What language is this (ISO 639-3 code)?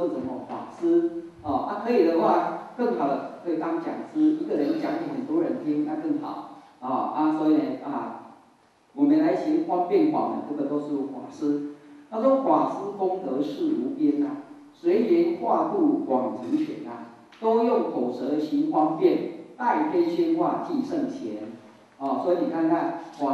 zho